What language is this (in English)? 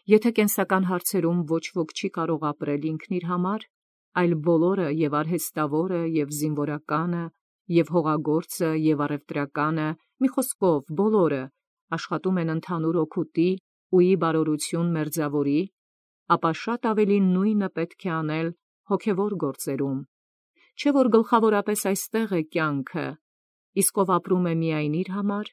Armenian